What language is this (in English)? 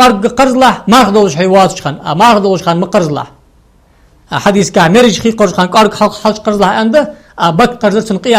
Ingush